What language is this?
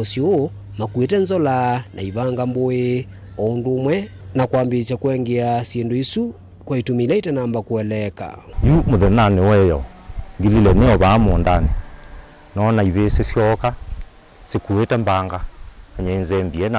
Kamba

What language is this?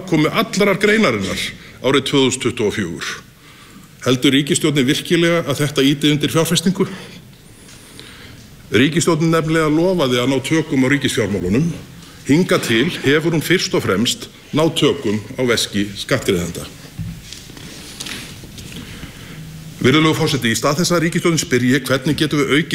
Icelandic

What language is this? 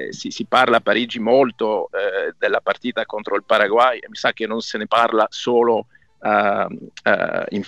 Italian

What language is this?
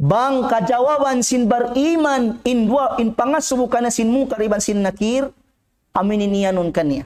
Tausug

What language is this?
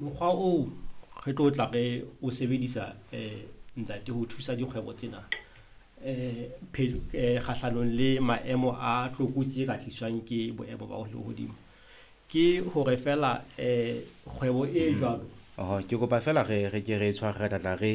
Southern Sotho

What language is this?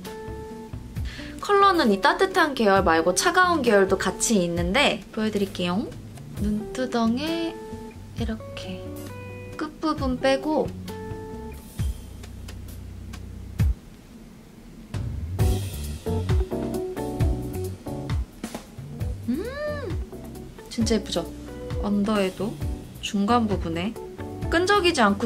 Korean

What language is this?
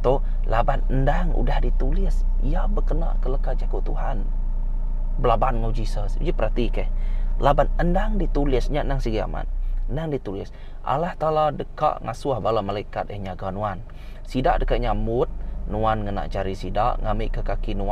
Iban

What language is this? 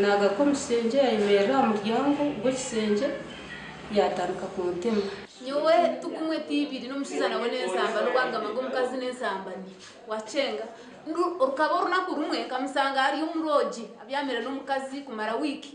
Nyankole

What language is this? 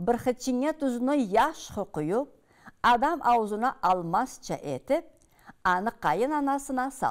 Karachay-Balkar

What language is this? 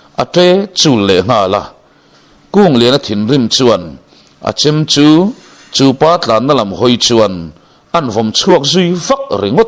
Mizo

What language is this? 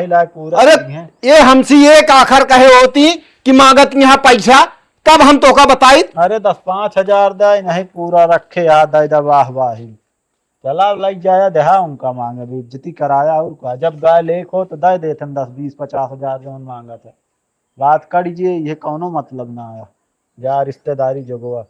Awadhi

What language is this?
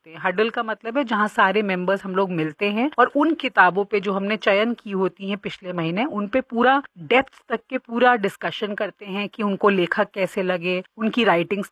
Hindi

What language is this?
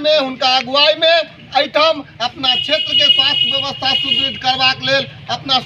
Maithili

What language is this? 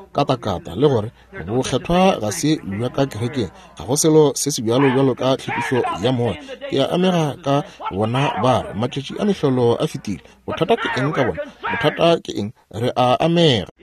Northern Sotho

